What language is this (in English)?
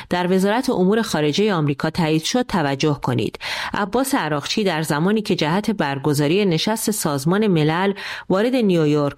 Persian